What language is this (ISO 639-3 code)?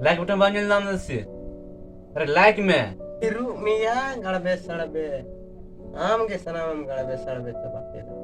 sat